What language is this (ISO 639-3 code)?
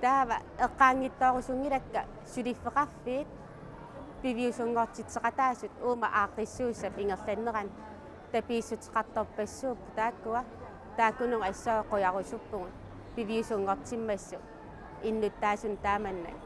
kal